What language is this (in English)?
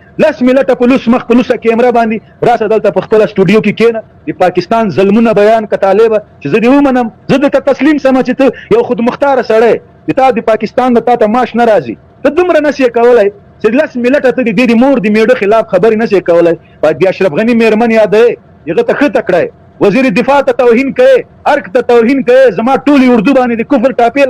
Pashto